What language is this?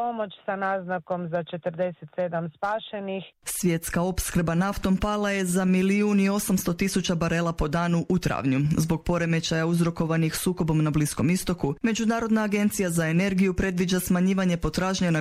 Croatian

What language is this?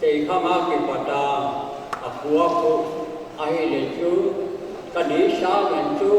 Paite Chin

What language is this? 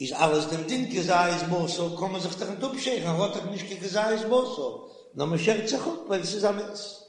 Yiddish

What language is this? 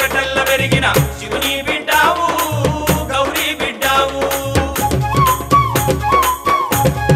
Telugu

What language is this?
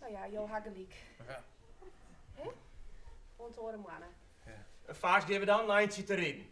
Western Frisian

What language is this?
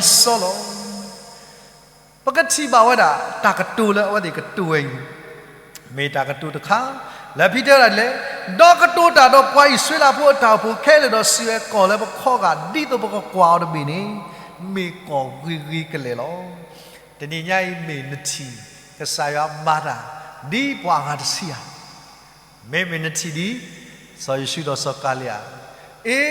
S'gaw Karen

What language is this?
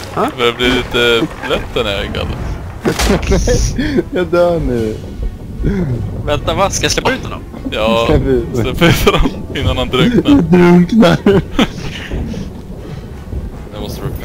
Swedish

